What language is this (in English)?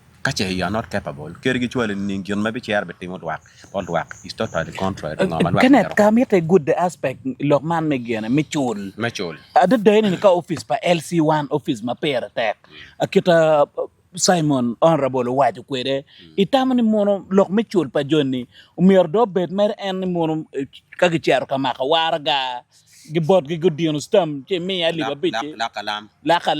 Acoli